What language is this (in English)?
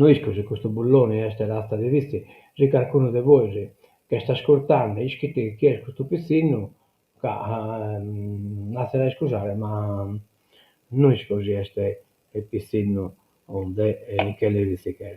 Sardinian